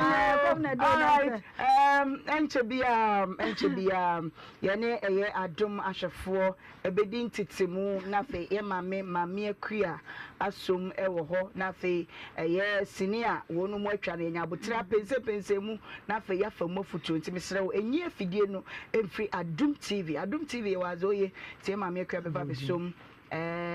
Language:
Akan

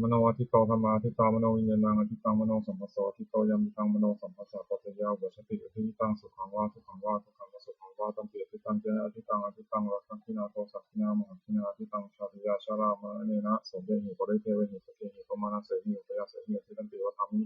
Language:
Pali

